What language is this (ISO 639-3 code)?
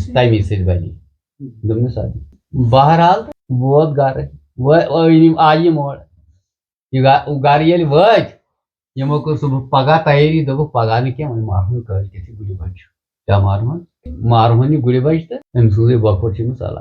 kas